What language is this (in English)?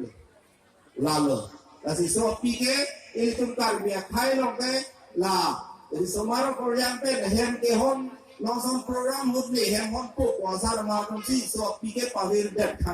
Karbi